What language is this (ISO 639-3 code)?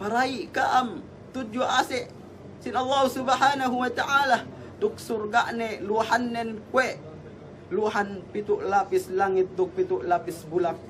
yka